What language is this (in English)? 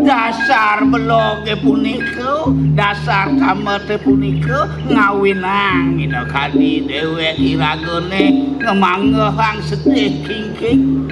Balinese